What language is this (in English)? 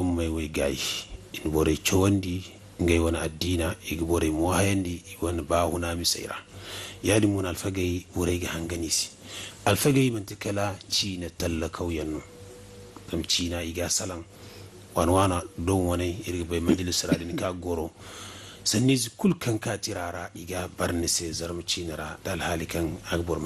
Zarma